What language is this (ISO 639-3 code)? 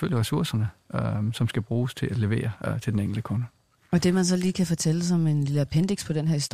dan